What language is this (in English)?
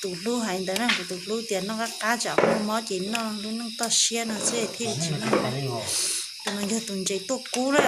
Hmong